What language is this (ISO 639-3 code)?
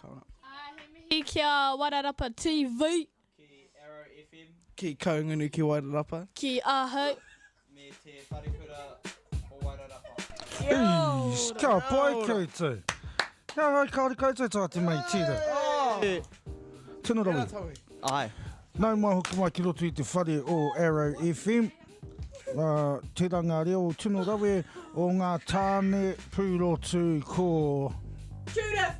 mri